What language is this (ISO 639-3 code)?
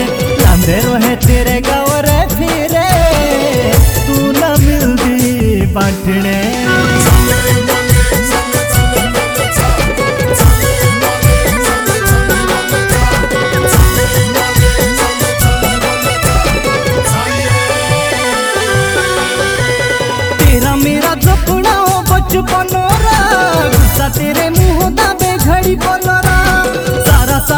hin